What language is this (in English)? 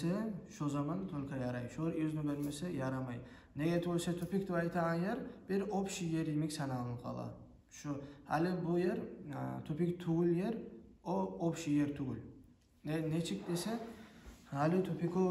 Kumyk